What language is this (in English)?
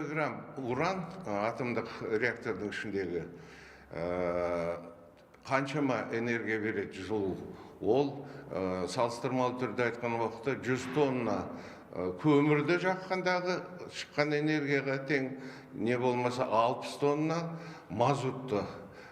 Kazakh